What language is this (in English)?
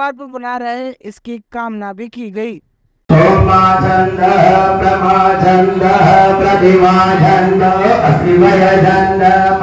Hindi